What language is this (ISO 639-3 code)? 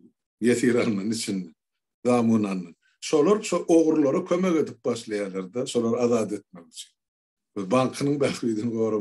tuk